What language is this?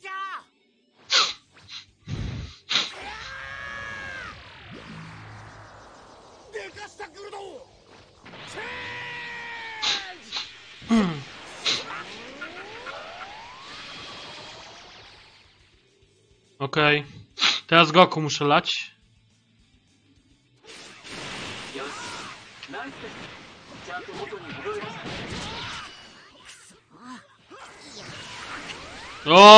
Polish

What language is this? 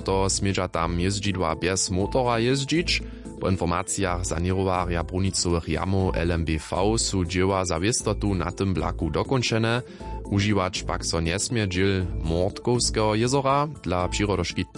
Upper Sorbian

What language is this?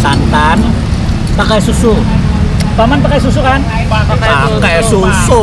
Banjar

